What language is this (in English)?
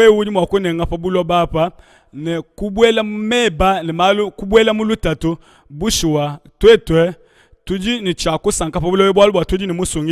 Luba-Lulua